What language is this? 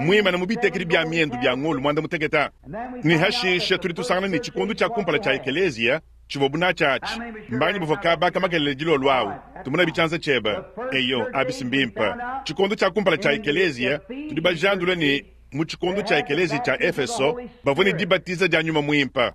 Luba-Lulua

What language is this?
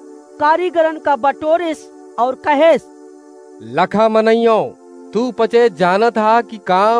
Awadhi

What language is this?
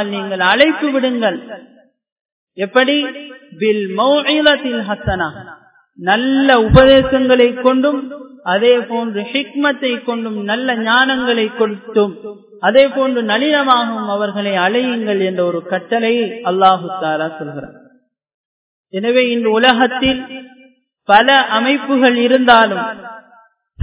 Tamil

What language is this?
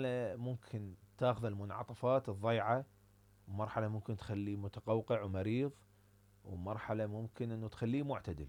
Mesopotamian Arabic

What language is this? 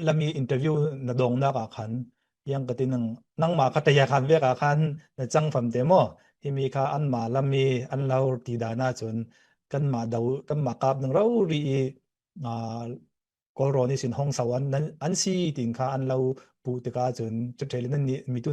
Falam Chin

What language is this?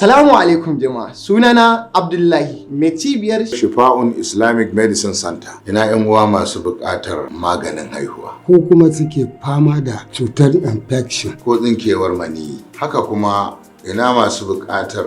Hausa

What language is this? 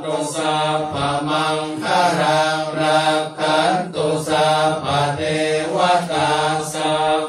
Pali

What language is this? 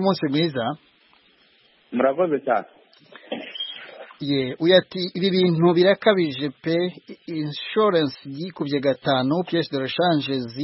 Kinyarwanda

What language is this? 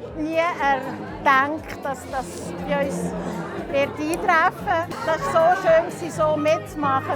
Swiss German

